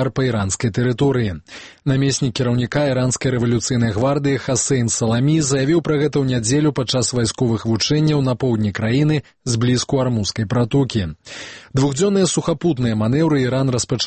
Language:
Belarusian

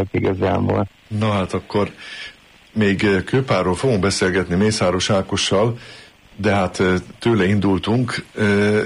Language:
Hungarian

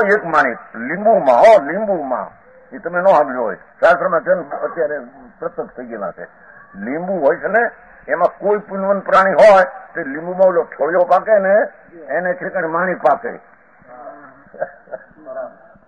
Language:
Gujarati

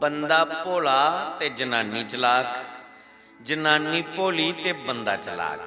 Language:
Dogri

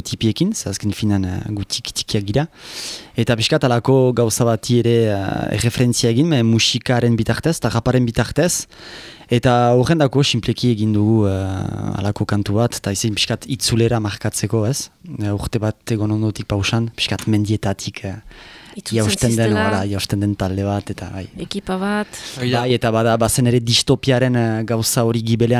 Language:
Basque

